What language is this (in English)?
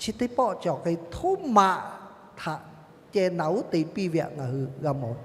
Lahu